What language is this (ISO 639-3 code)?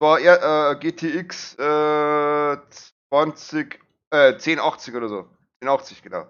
bar